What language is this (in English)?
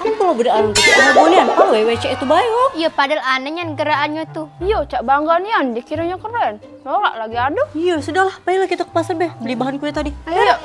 Musi